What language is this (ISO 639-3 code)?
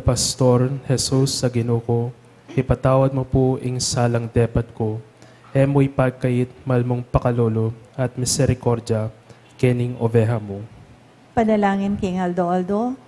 pam